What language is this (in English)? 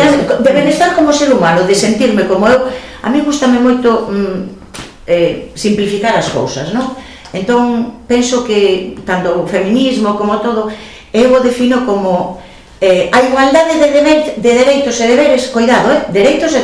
Galician